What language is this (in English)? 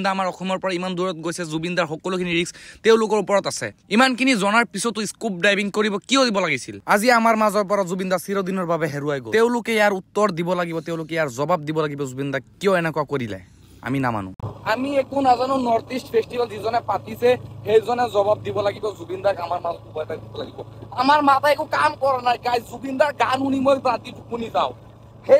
Assamese